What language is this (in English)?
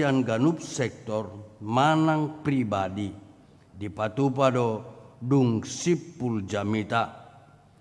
Batak Toba